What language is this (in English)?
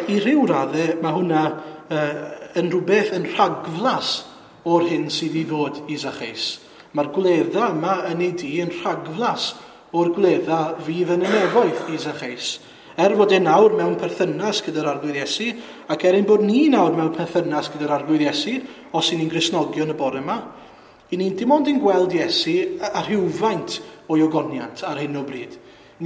Welsh